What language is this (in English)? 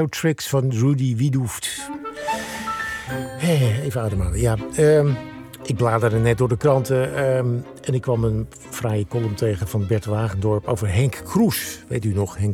Dutch